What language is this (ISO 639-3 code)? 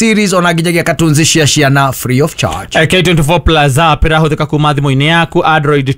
kik